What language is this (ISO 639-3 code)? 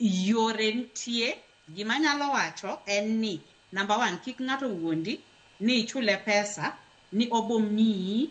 luo